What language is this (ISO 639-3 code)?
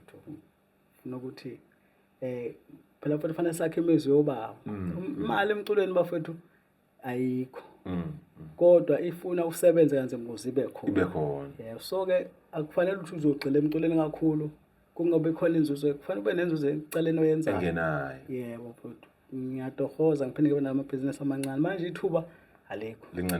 zul